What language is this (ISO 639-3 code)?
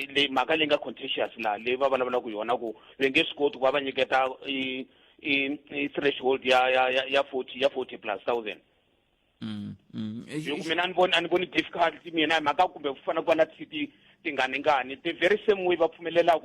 tso